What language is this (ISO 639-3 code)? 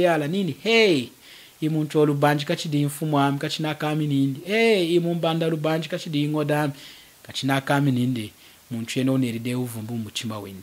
lun